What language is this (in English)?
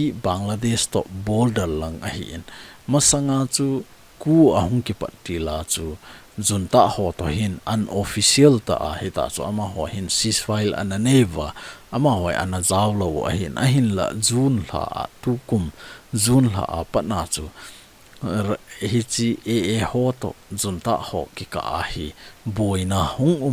Thado Chin